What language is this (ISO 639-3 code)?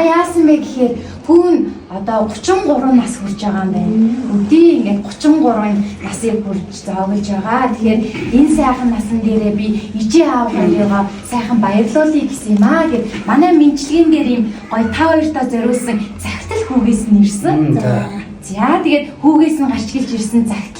mon